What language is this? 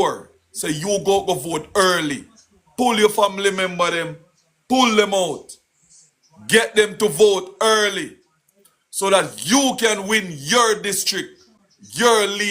Jamaican Creole English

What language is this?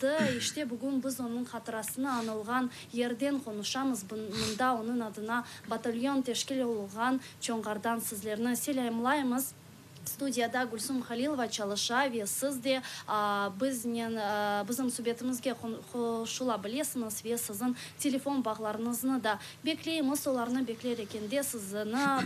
Crimean Tatar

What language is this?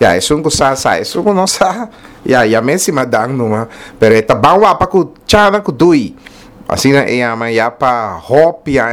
Papiamento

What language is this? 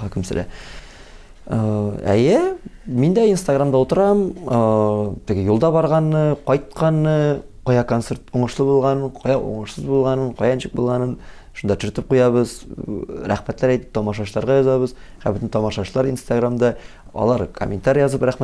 Tatar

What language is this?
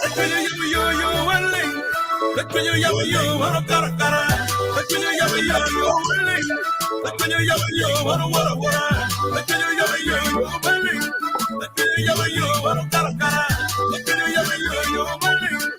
Acoli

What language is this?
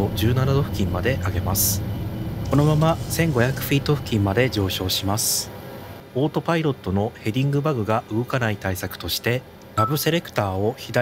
Japanese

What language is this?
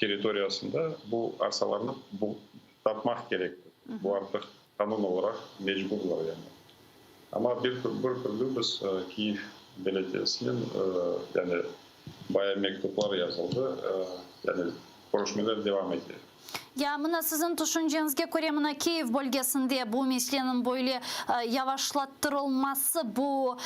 Crimean Tatar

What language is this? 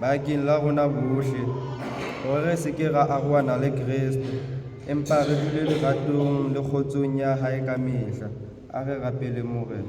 Southern Sotho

